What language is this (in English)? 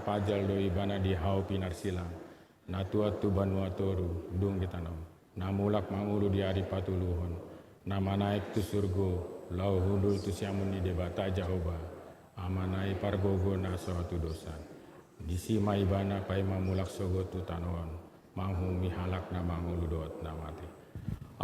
Batak Toba